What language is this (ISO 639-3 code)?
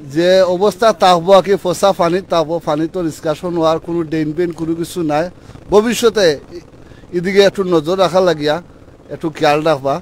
syl